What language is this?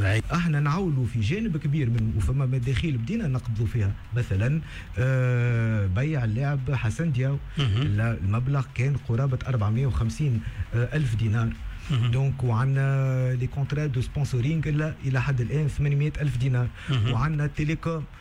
Tunisian Arabic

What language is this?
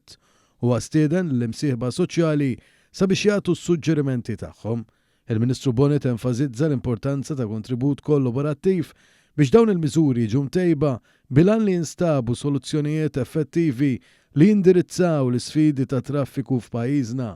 Maltese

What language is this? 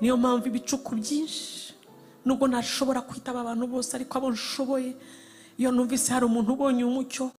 Kinyarwanda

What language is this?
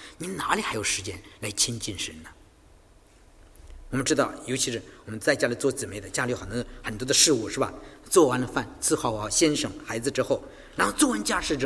Chinese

